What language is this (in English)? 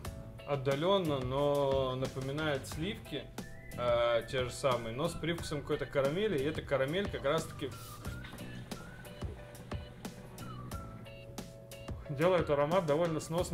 Russian